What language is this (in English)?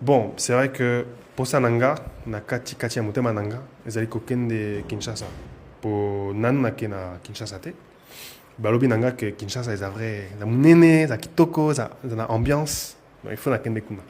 Lingala